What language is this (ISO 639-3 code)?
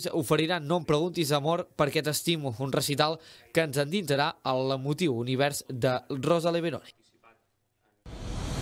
cat